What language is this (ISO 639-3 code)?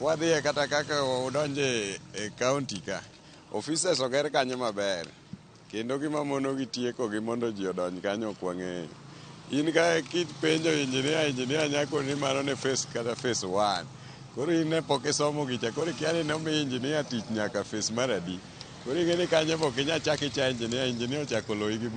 luo